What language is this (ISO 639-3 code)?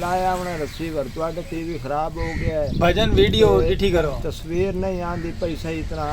skr